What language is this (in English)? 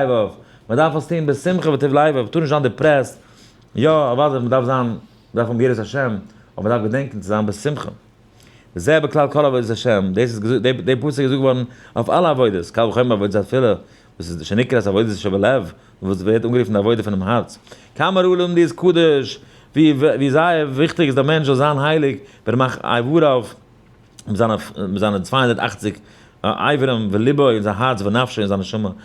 Yiddish